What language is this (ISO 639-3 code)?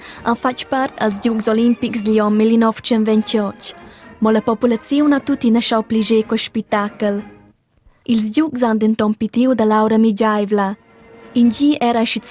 roh